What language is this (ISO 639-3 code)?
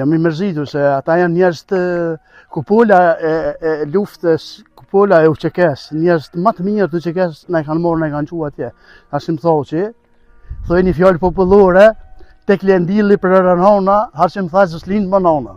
sqi